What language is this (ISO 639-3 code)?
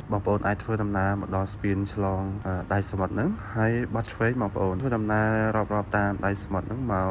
khm